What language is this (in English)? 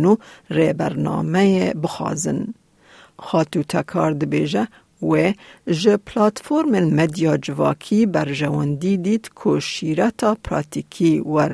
Kurdish